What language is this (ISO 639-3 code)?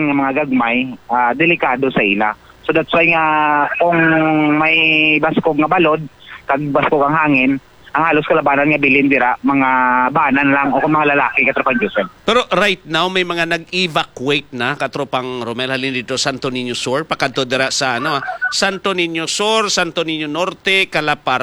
hil